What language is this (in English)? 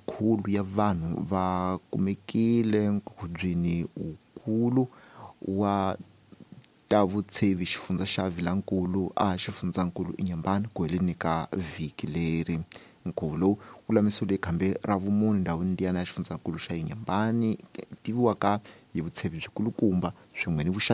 Tsonga